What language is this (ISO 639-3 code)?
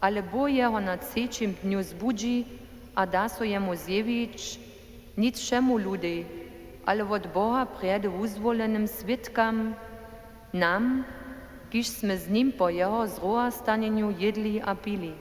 hsb